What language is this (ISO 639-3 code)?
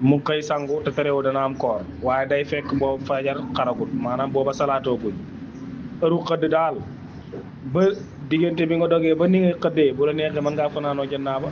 wol